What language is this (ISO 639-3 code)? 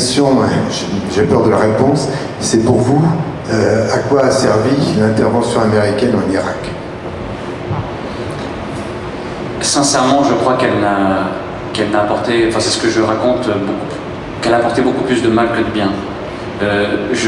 fra